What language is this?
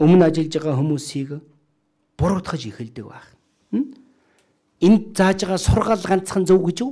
Mongolian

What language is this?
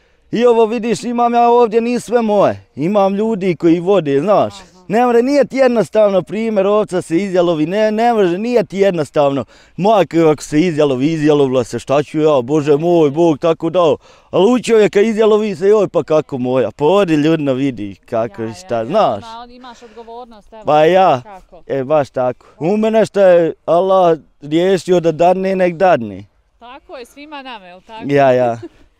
Bosnian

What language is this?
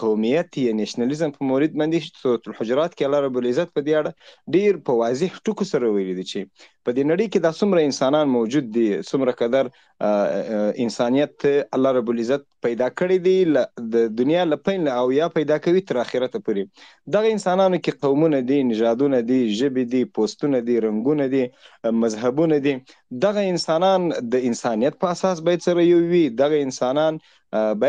Pashto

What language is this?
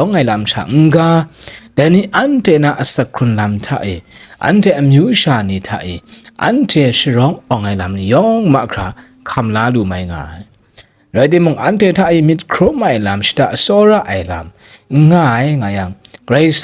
Kachin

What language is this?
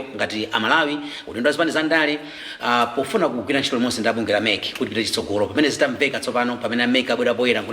Nyanja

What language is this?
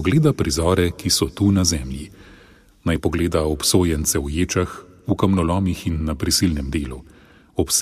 Slovenian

